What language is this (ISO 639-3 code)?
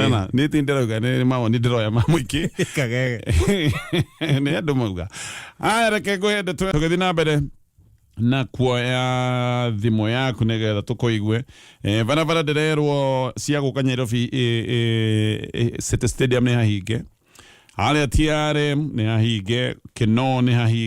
kik